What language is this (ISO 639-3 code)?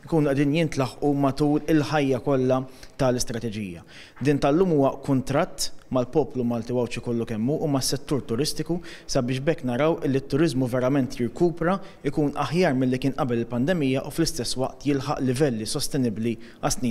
mlt